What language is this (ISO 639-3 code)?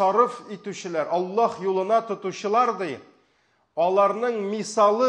tat